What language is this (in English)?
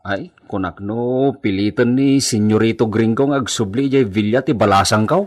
Iloko